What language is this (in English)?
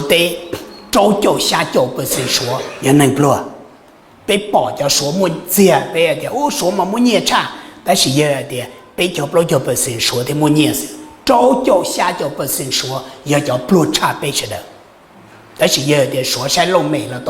Hmong